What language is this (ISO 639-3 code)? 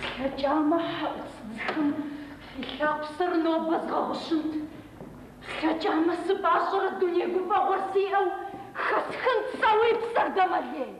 kbd